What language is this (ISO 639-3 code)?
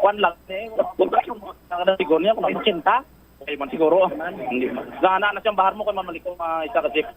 hil